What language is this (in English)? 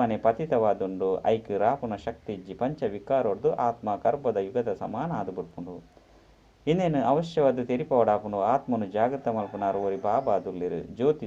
Tulu